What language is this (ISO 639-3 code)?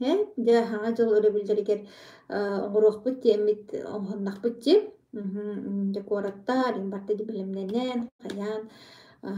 sah